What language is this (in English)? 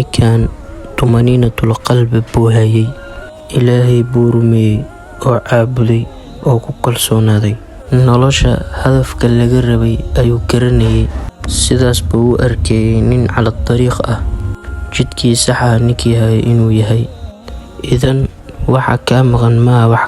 Somali